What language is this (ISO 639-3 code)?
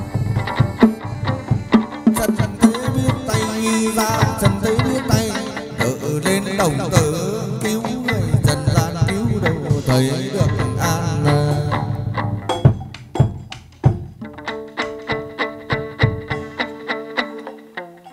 vie